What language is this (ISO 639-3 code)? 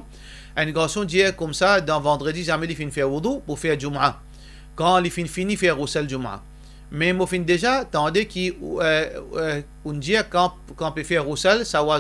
mfe